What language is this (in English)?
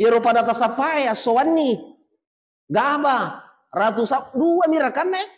Buginese